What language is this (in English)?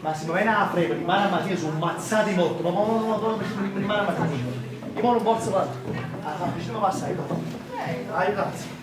Neapolitan